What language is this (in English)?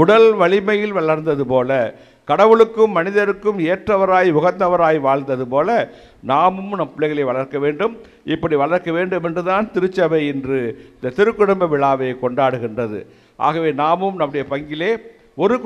Tamil